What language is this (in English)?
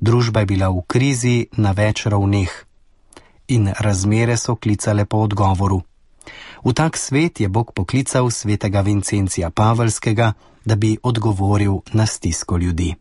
Slovenian